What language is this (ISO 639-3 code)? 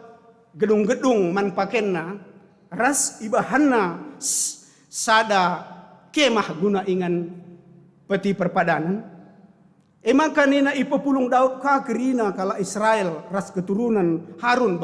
btx